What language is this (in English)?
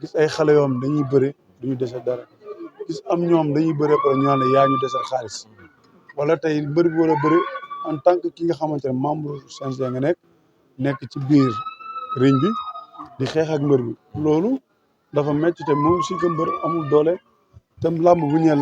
Wolof